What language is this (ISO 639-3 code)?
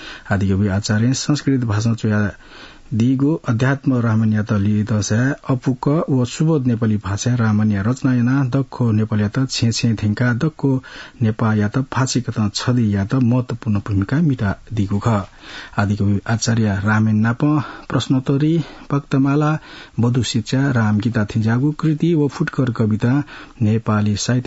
new